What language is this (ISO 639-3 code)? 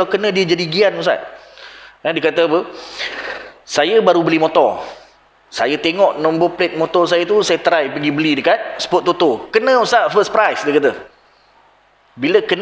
msa